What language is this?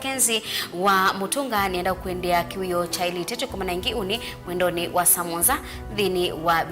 Kamba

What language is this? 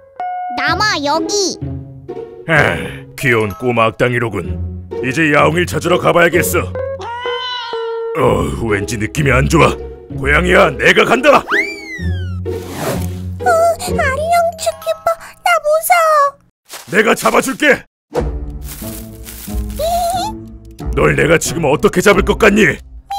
Korean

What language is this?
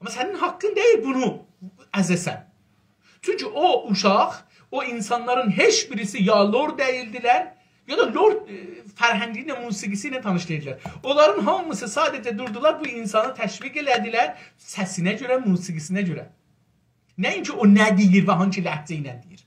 South Azerbaijani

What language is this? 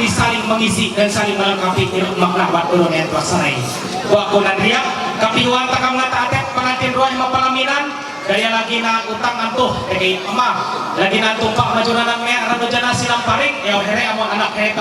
Ma'anyan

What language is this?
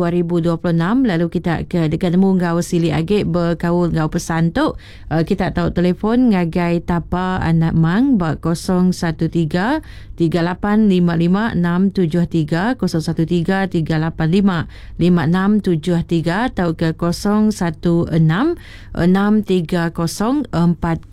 Iban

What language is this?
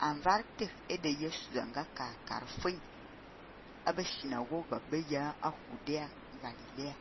Fang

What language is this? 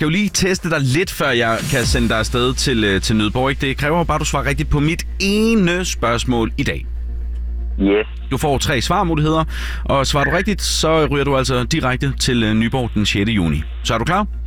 Danish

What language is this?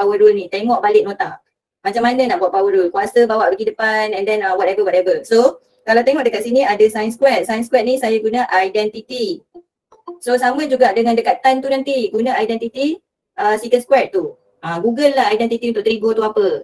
Malay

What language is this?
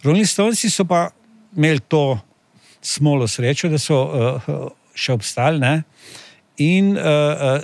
Slovenian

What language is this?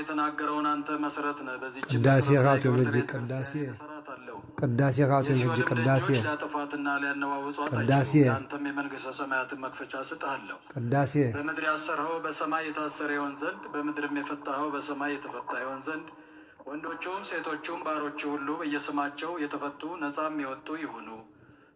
Amharic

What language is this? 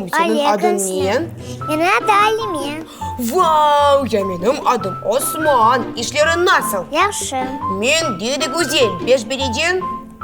Crimean Tatar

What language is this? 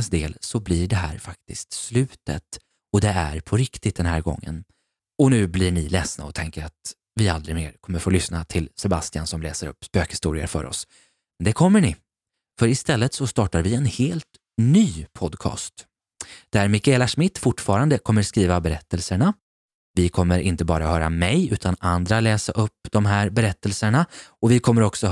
Swedish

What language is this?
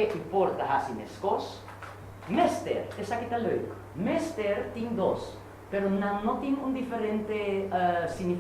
Papiamento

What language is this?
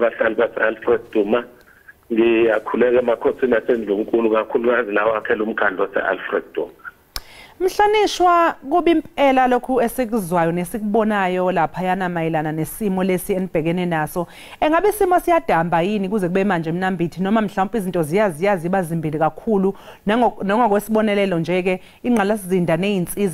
Zulu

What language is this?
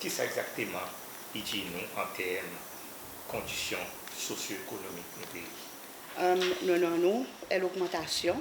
Seselwa Creole French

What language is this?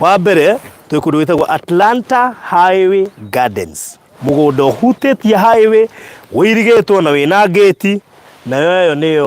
Kikuyu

